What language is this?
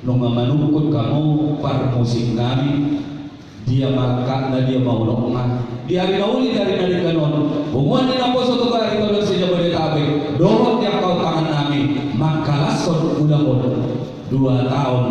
Batak Toba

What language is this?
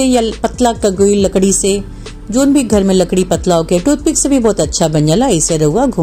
Bhojpuri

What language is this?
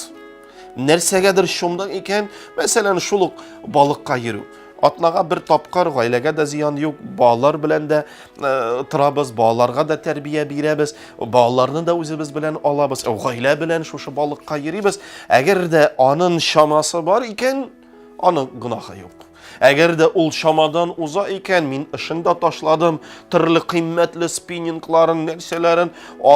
Tatar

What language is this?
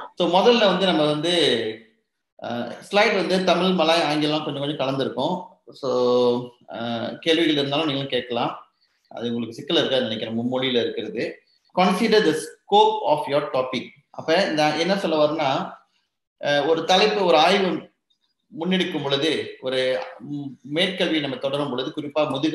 Tamil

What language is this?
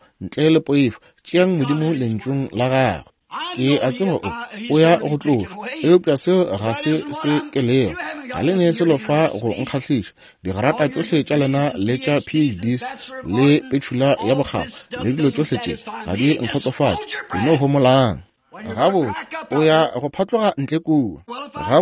Northern Sotho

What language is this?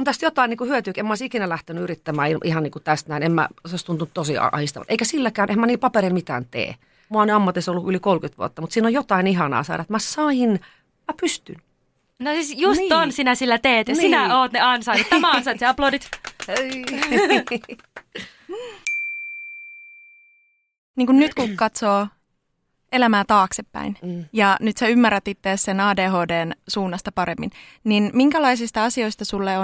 Finnish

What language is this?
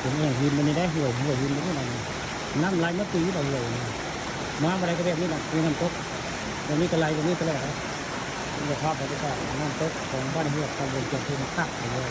Northeastern Thai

